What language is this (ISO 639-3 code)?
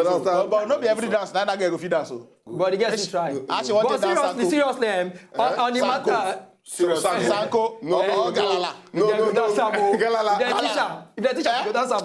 pcm